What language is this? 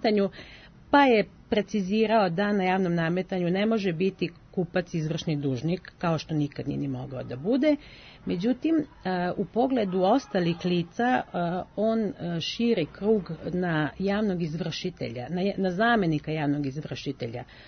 Serbian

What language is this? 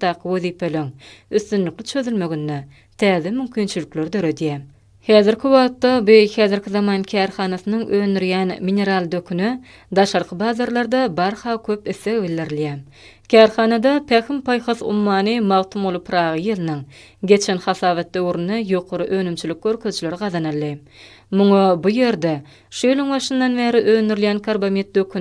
Turkmen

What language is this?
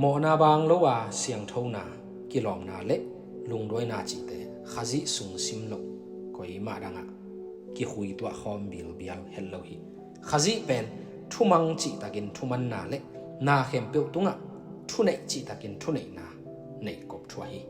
Tedim Chin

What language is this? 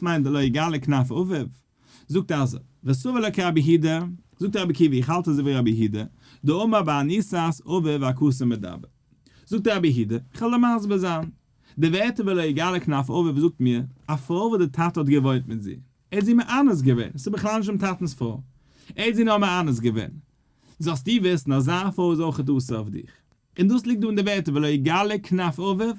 Yiddish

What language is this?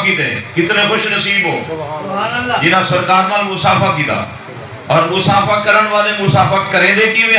Saraiki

